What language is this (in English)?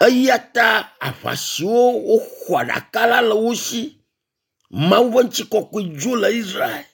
Ewe